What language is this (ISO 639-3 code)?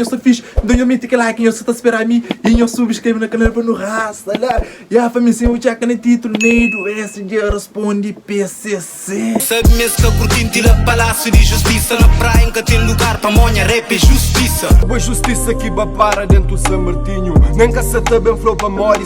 kea